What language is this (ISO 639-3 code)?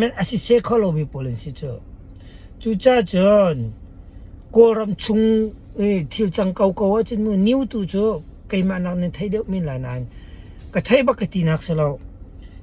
cnh